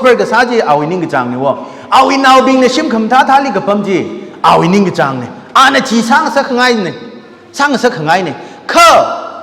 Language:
Tangkhul Naga (India)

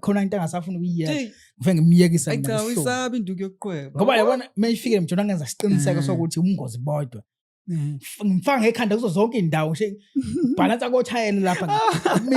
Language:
Zulu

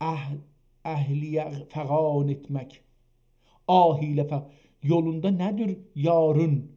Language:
South Azerbaijani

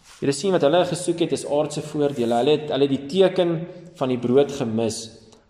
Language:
Afrikaans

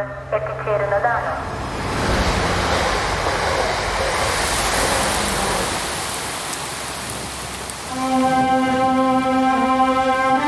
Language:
Malayalam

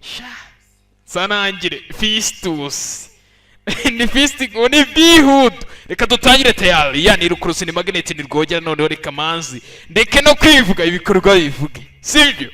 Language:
Kinyarwanda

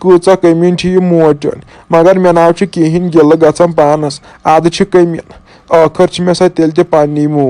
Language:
Kashmiri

